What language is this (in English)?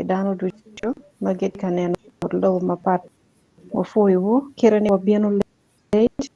Acoli